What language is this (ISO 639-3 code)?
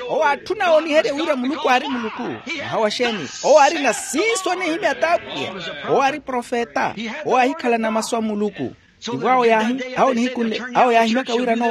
vmw